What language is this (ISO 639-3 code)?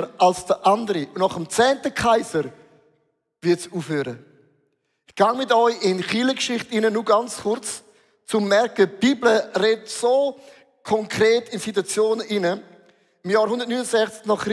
gsw